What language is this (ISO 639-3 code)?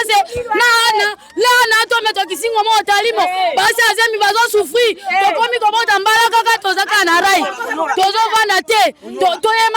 lin